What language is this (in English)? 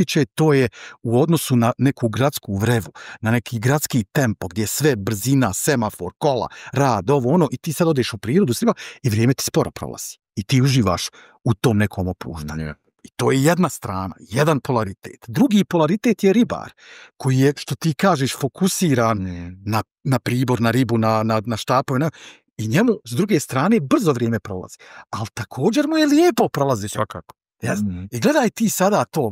Bosnian